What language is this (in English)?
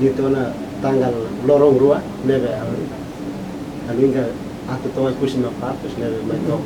Tetum